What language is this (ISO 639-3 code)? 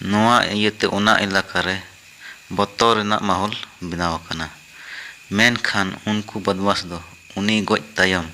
sat